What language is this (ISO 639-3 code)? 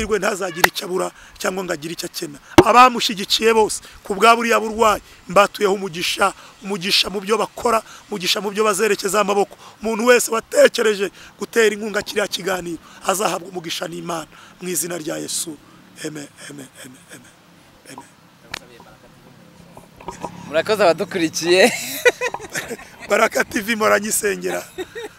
kin